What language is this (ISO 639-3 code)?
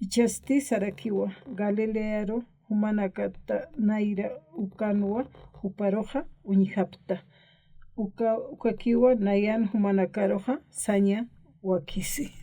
aym